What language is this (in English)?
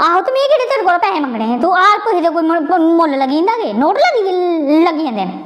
Dogri